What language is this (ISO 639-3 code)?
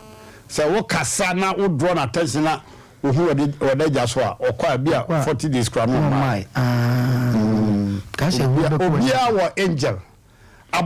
aka